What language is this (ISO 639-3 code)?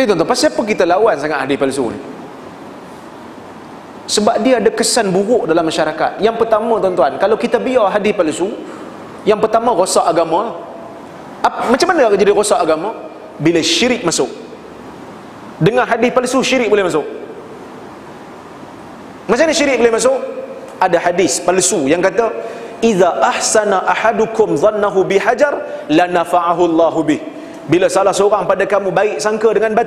msa